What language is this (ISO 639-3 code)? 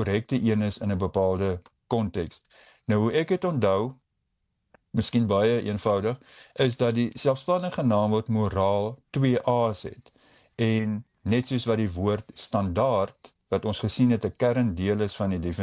afr